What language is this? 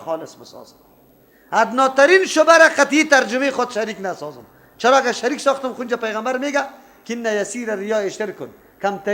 Persian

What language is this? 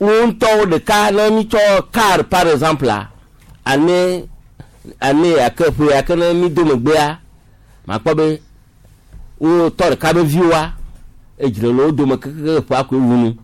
Gen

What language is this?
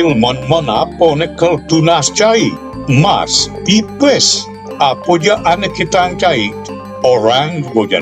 Balinese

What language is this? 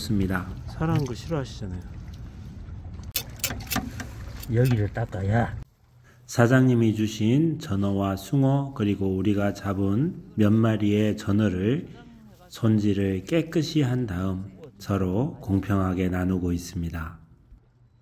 Korean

